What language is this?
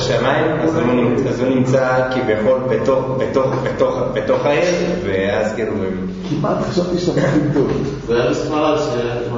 Hebrew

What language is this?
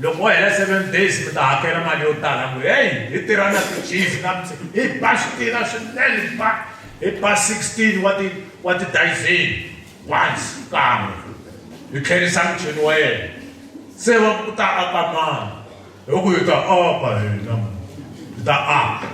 Tsonga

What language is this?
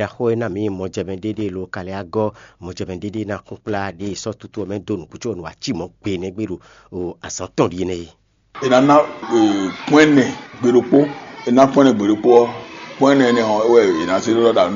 Fon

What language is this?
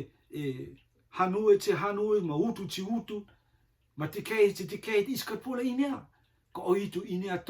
Rotuman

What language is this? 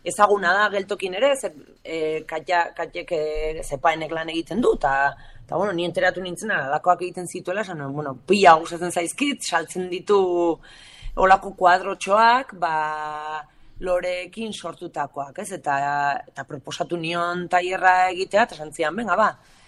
Basque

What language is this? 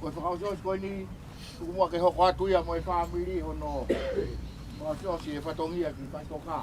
Tongan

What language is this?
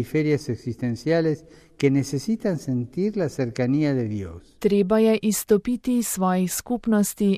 Slovenian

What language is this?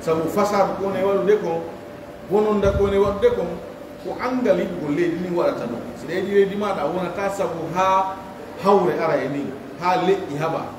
Pular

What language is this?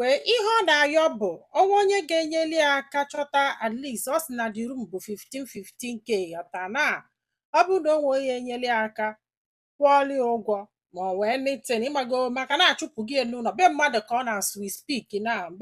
Igbo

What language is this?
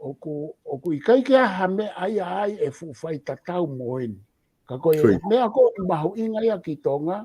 Tongan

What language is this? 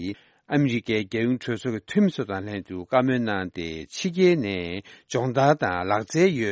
Tibetan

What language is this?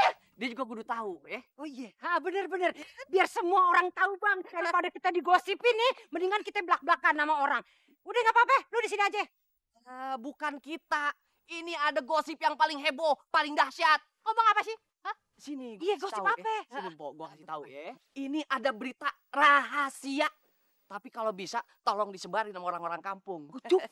Betawi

